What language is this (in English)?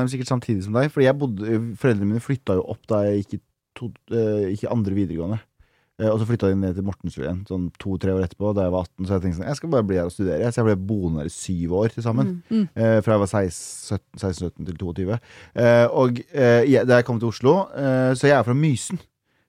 Norwegian